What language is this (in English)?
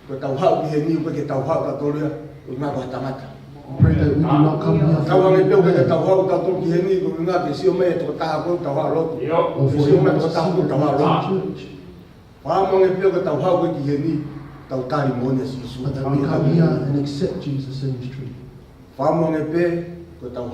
Tongan